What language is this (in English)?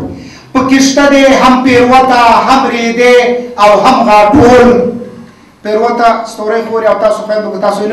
Pashto